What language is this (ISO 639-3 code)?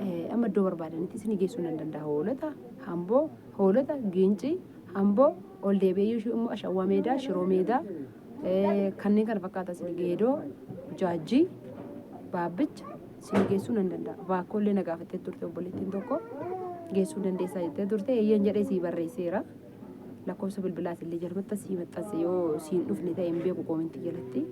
orm